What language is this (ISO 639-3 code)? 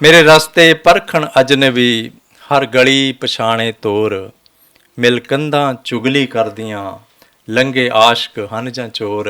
lah